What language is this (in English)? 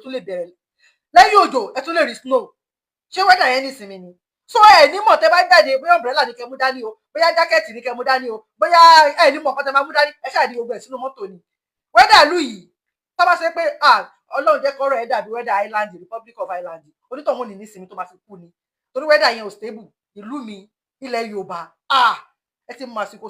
Yoruba